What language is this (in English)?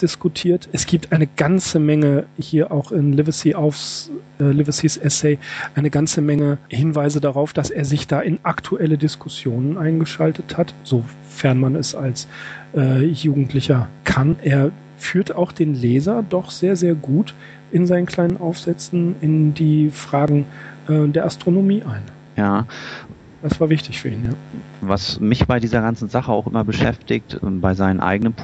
German